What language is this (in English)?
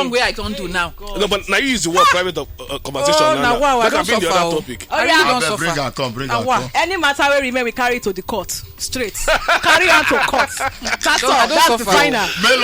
Nigerian Pidgin